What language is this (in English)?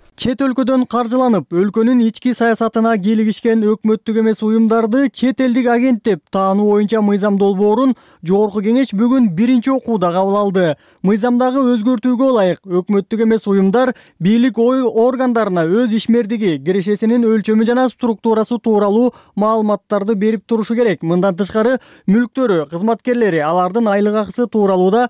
Kyrgyz